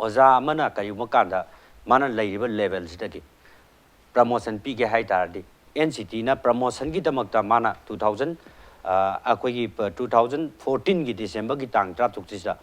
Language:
Manipuri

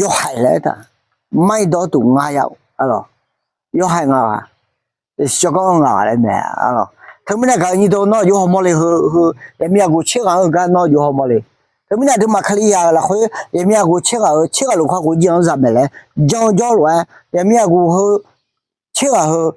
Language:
Akha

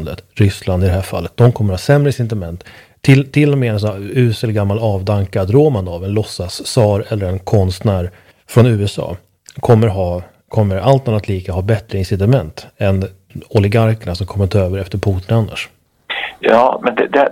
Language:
Swedish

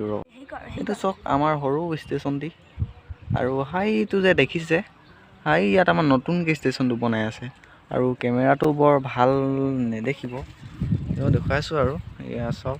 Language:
Assamese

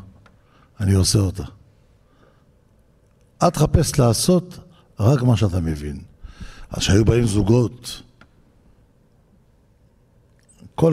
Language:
Hebrew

